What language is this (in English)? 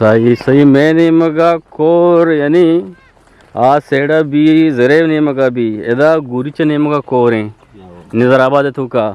Eastern Balochi